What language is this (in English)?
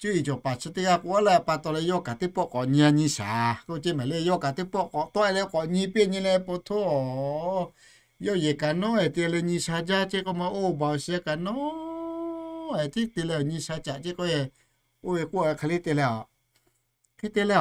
Lahu